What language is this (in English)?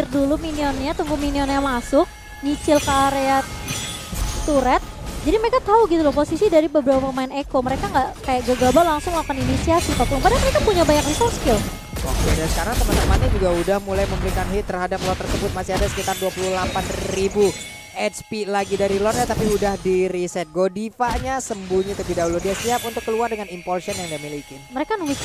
Indonesian